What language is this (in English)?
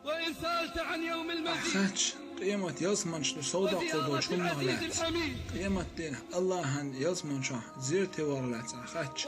Chechen